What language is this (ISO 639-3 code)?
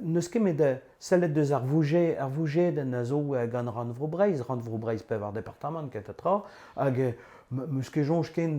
bre